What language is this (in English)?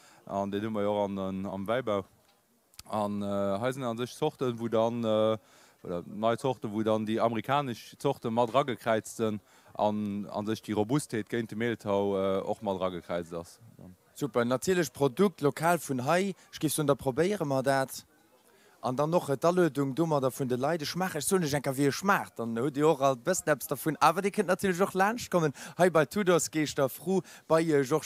Luxembourgish